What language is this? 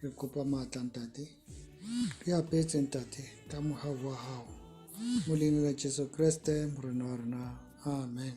Tswana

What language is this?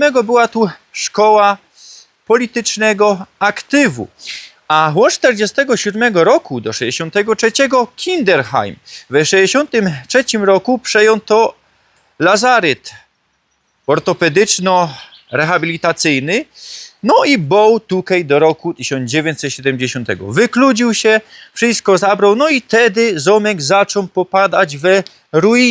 Silesian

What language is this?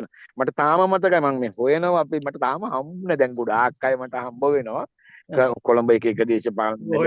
Sinhala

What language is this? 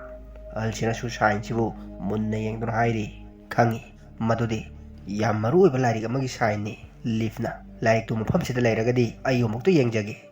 Manipuri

